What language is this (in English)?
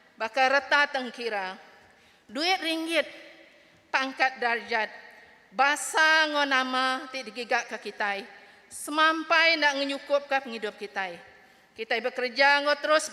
Iban